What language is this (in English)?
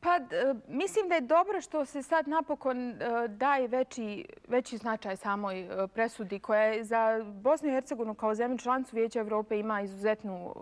Bosnian